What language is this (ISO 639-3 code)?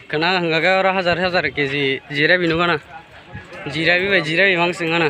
trp